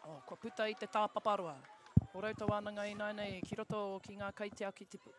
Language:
Māori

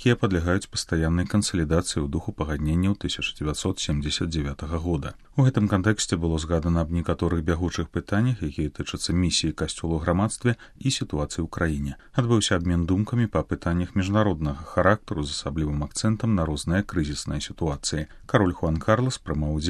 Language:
Belarusian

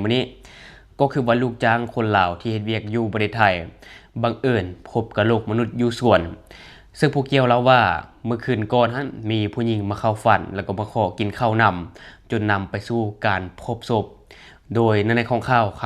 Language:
Lao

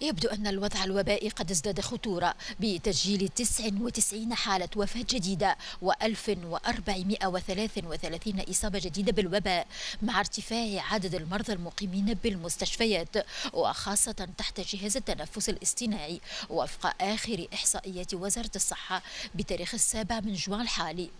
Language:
Tunisian Arabic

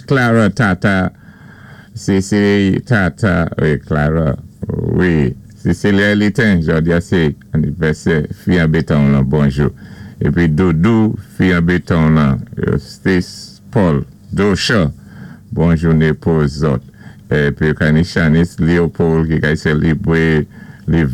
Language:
Saint Lucian Creole French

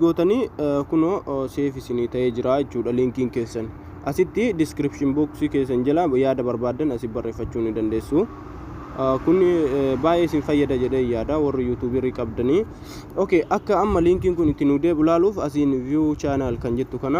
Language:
Oromo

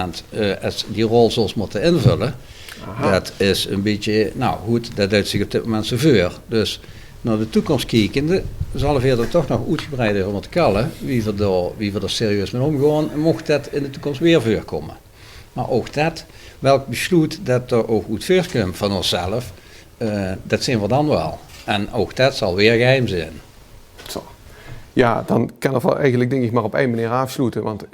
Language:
Limburgish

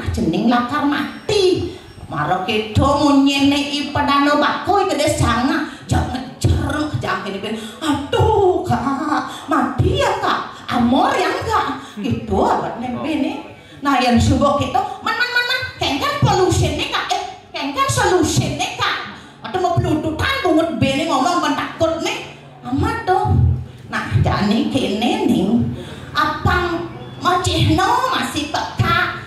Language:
Balinese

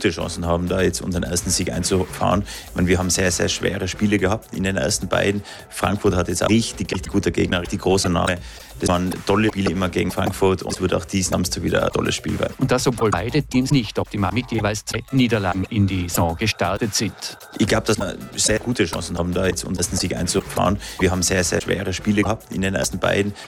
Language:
German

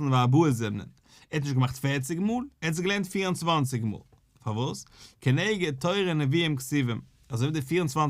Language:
Yiddish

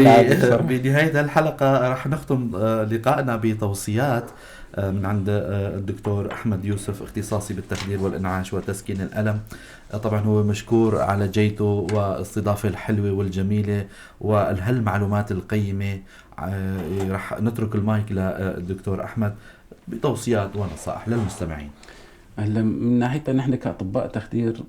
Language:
North Levantine Arabic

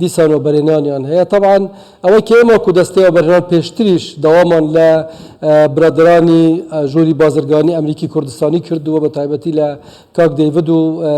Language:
Central Kurdish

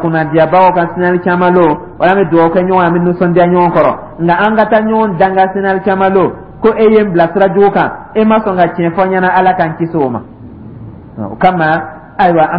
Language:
Dyula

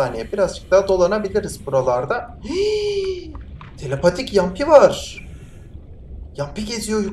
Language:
Turkish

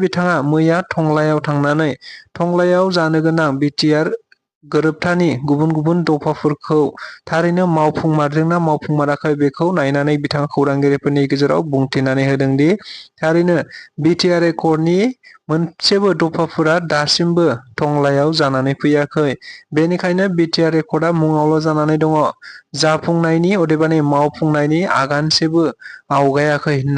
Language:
Bodo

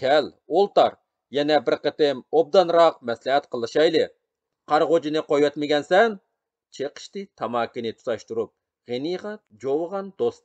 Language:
Uyghur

